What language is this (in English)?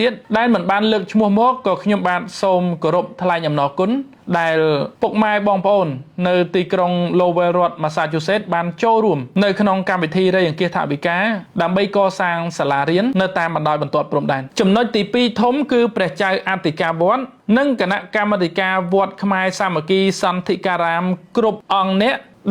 Khmer